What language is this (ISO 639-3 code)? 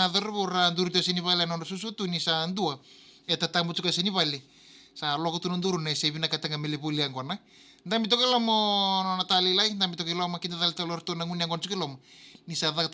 fij